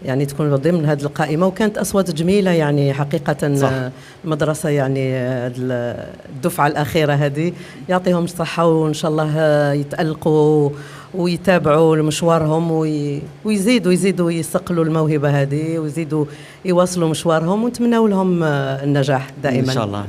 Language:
Algerian Arabic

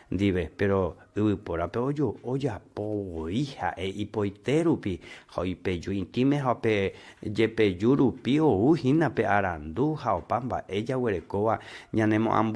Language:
Guarani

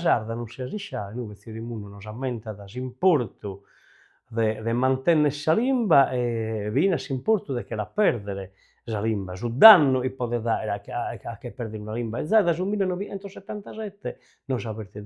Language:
Sardinian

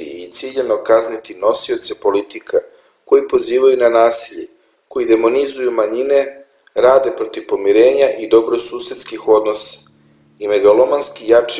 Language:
Serbian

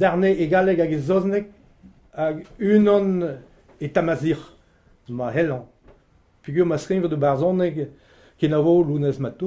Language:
Breton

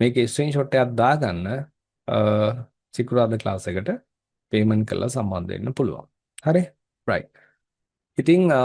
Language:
Sinhala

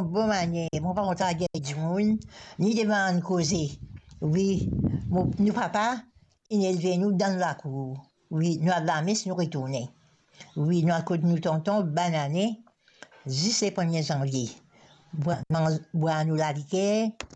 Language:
Morisyen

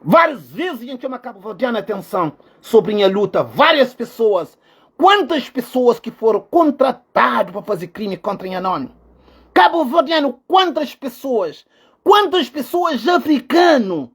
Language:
Kabuverdianu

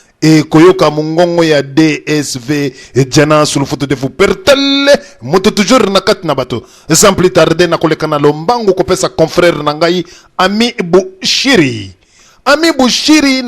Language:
Lingala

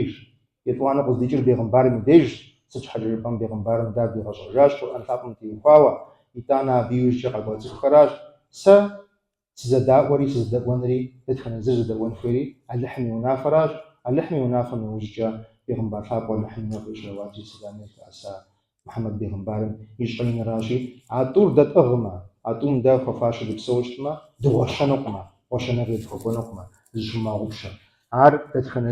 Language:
Kabardian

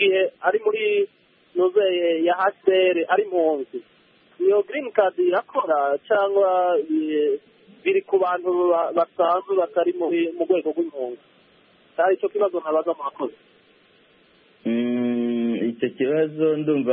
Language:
Kinyarwanda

